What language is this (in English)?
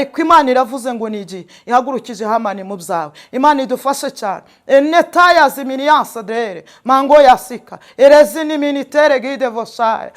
Kinyarwanda